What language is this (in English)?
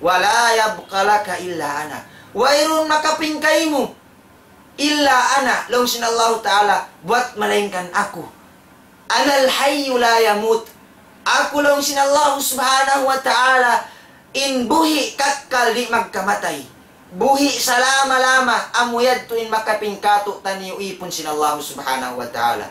Tausug